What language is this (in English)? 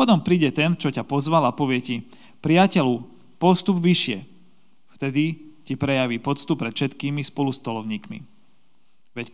Slovak